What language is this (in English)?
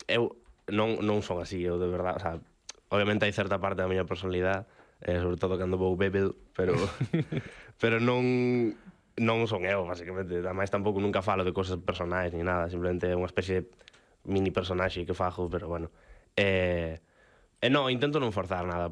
Galician